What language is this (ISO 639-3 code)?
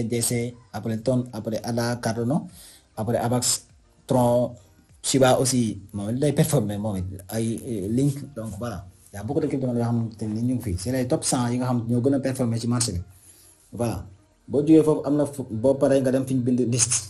wol